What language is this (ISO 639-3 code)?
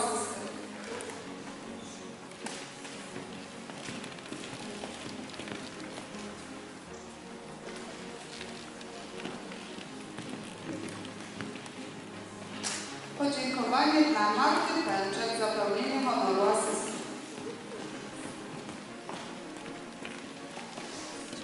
pol